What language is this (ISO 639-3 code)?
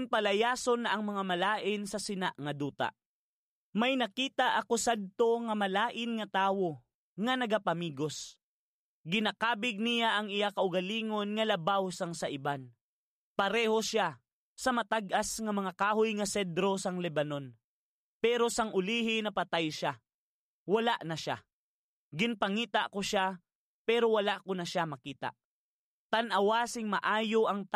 hil